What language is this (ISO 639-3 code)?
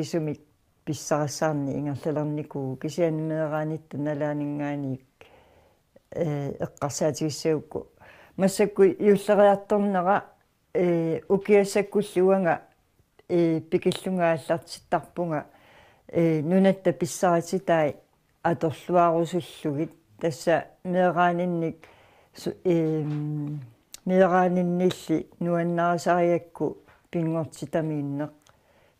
kal